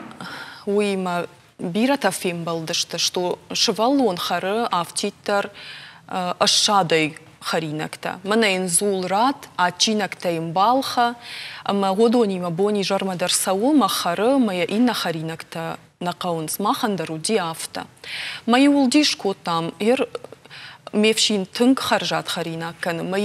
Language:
Ossetic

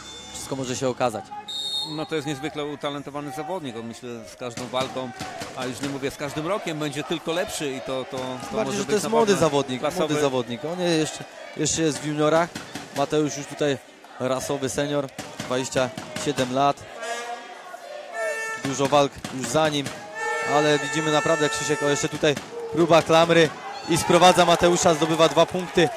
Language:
Polish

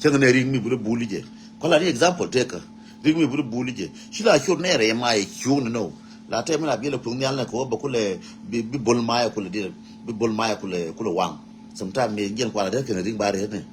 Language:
Nuer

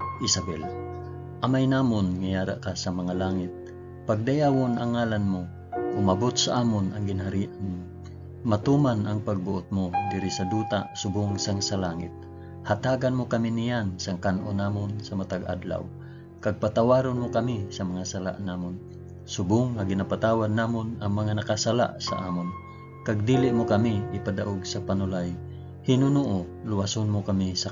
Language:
Hiligaynon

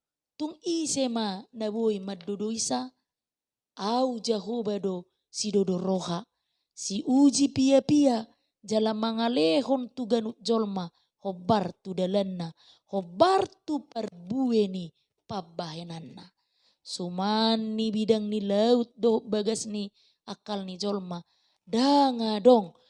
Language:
Batak Toba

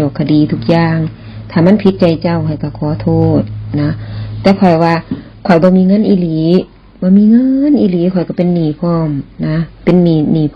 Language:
Northeastern Thai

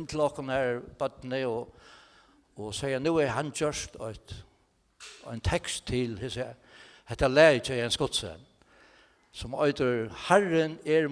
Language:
Faroese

